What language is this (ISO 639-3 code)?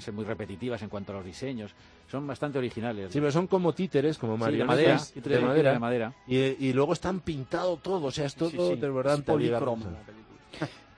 spa